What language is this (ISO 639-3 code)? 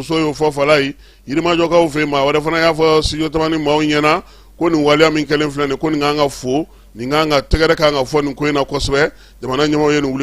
bam